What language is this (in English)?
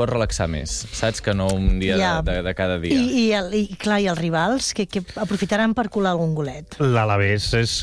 Catalan